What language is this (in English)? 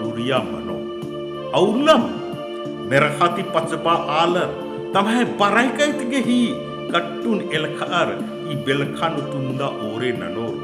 Kurukh